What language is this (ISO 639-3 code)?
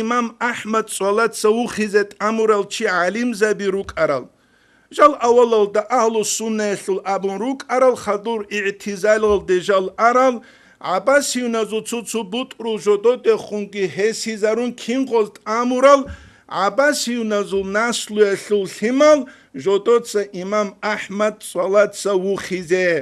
ava